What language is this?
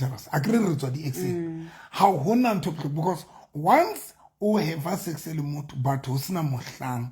Southern Sotho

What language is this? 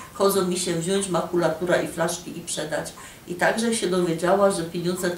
Silesian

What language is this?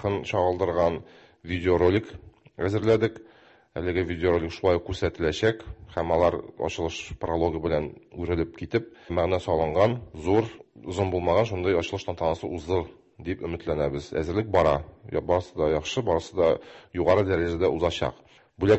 Tatar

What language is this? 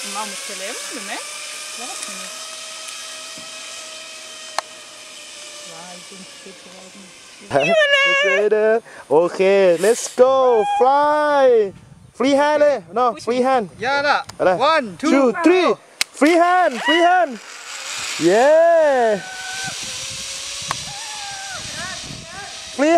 Hebrew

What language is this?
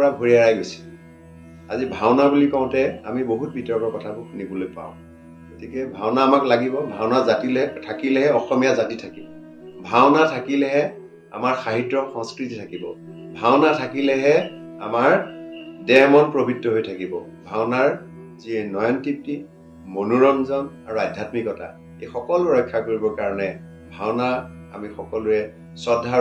Assamese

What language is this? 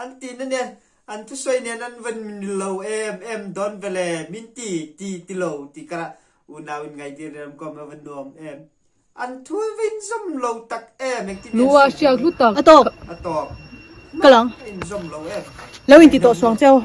Mizo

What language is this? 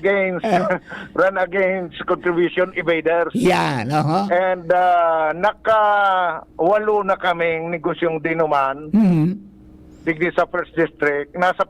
Bikol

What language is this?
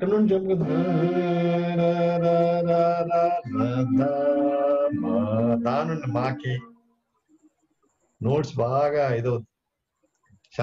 Telugu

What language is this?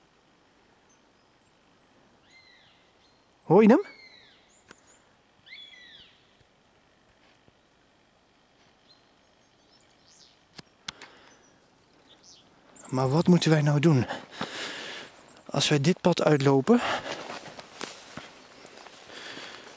Dutch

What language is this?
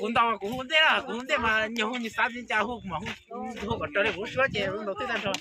Hmong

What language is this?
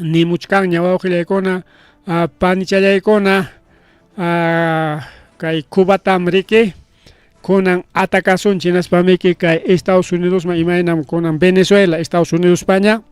Ayacucho Quechua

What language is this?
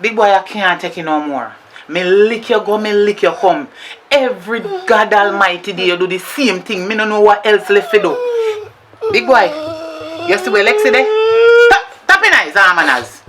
Jamaican Creole English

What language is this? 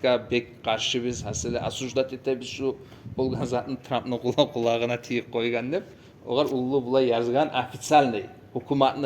Kumyk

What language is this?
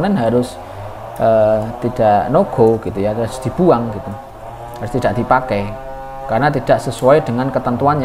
Indonesian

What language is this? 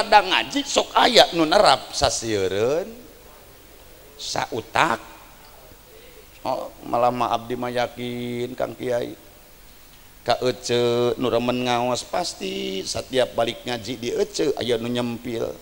Sundanese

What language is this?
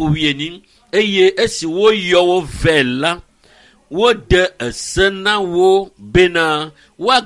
Ewe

